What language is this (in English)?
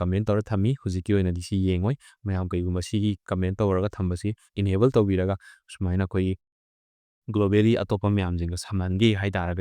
Manipuri